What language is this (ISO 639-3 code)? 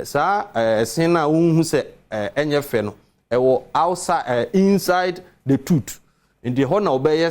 aka